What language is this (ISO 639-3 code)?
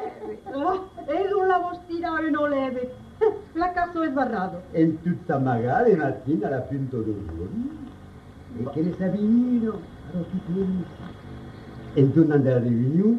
oci